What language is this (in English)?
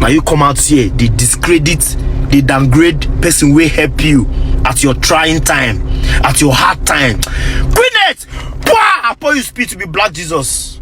Nigerian Pidgin